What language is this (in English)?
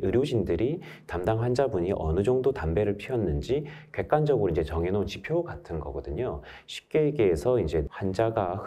Korean